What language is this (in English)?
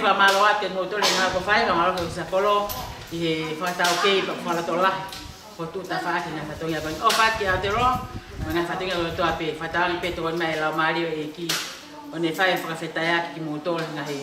Tongan